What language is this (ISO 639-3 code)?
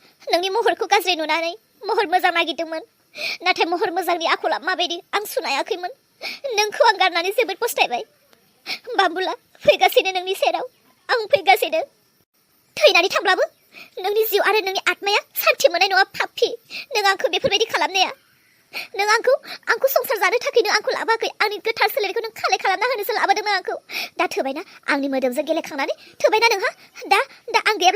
brx